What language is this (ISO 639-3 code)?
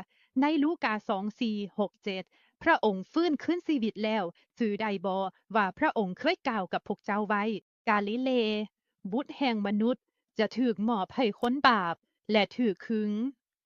lao